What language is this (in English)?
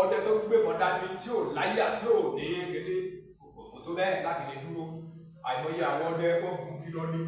Yoruba